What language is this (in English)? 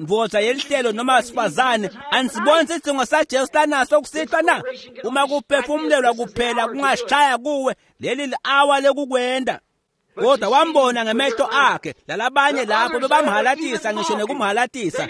Swati